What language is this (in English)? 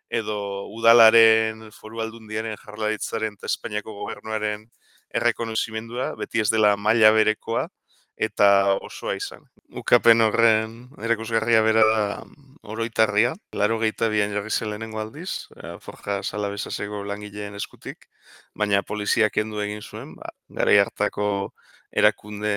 Basque